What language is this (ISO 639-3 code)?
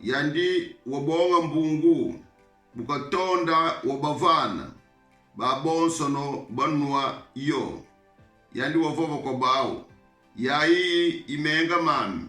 kon